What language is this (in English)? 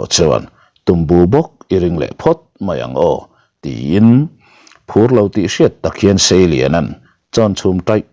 Mizo